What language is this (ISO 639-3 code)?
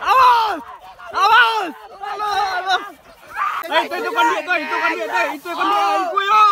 min